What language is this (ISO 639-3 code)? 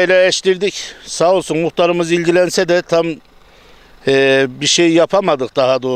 tur